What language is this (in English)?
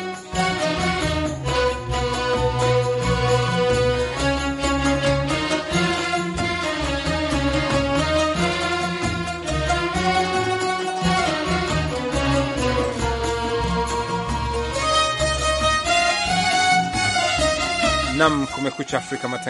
Swahili